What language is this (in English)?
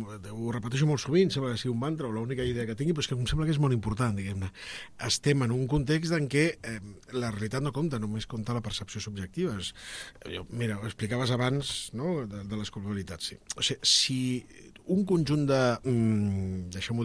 Catalan